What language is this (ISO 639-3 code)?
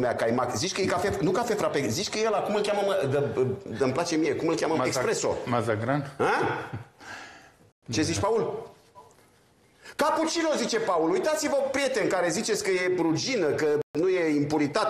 ron